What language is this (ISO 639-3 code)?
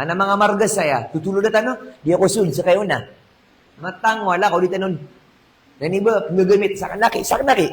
mrw